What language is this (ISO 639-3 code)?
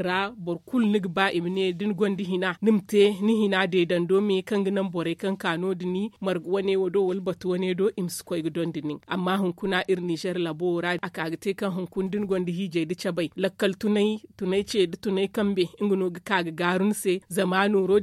dje